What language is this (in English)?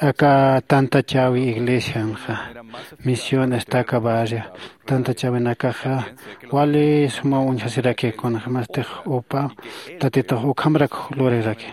Aymara